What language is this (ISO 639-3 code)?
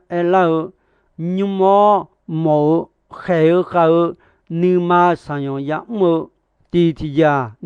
ahk